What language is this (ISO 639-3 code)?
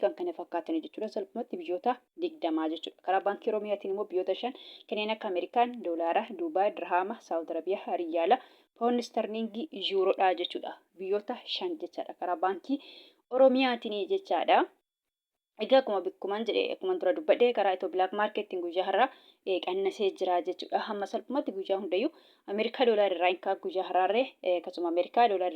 orm